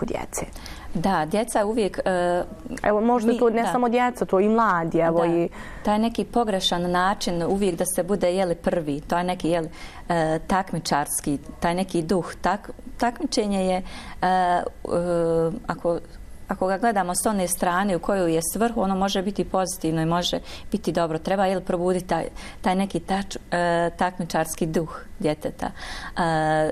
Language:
Bosnian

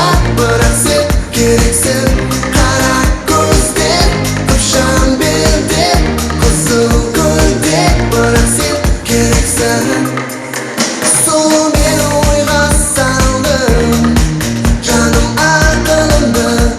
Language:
Kara-Kalpak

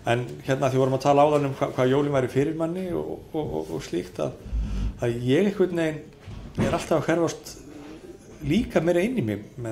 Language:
Icelandic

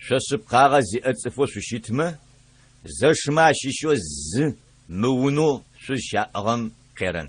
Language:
Adyghe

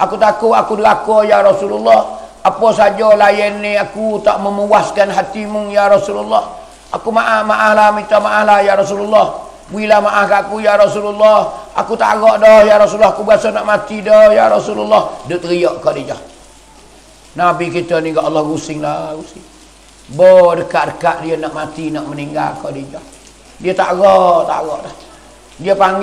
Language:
Pattani Malay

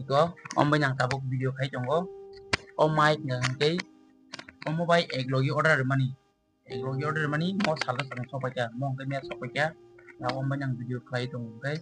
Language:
Kok Borok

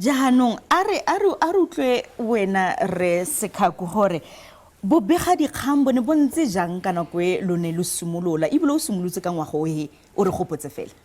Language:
Tswana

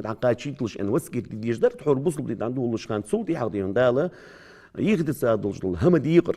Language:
Ingush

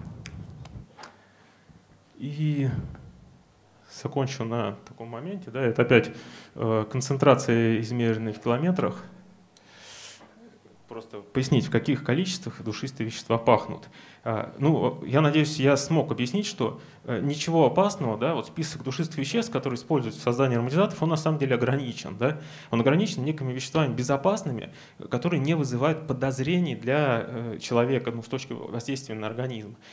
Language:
Russian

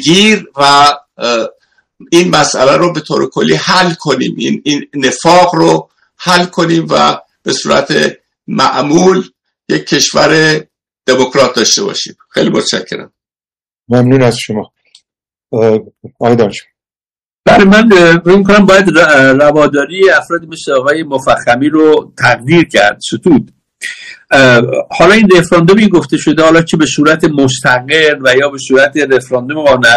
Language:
Persian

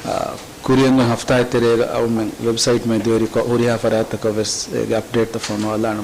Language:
Divehi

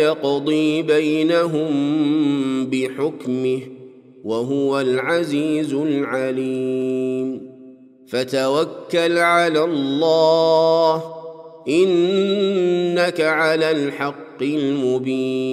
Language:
Arabic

